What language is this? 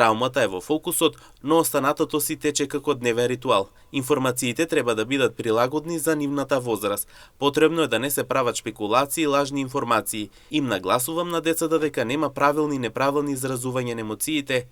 Macedonian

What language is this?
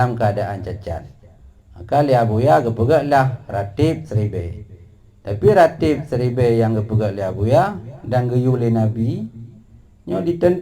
Achinese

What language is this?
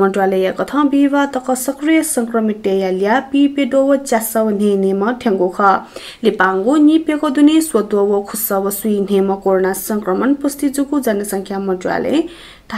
Newari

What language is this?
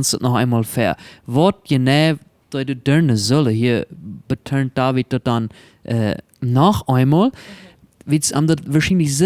Plautdietsch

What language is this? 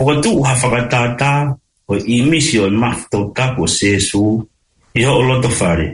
Tongan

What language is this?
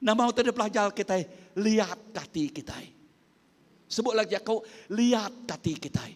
Iban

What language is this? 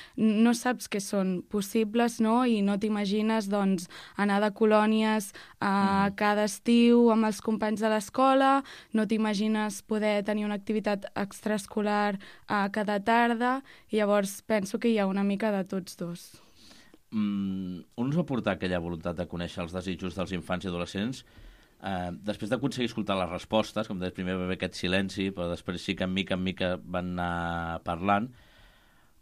Catalan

